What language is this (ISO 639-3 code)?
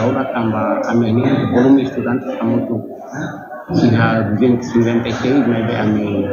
tet